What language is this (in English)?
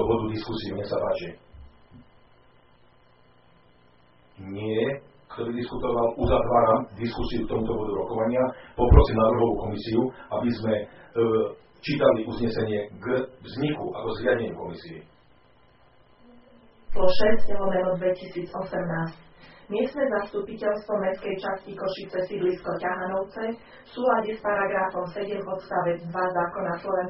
Slovak